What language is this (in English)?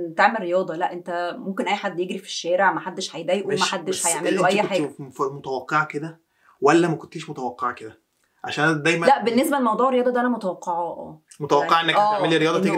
Egyptian Arabic